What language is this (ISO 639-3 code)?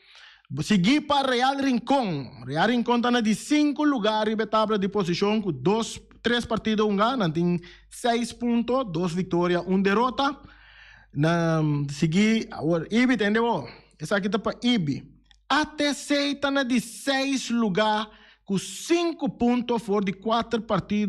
pap